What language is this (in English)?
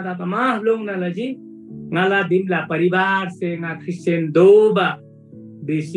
Eastern Tamang